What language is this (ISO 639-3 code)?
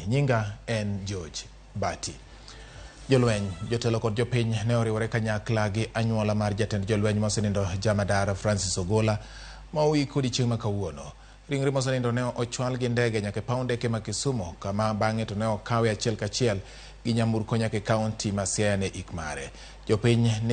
luo